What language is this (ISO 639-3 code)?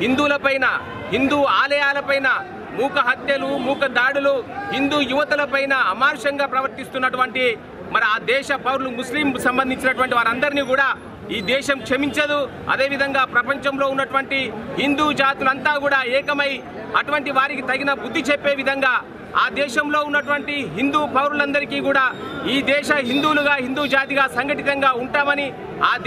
tel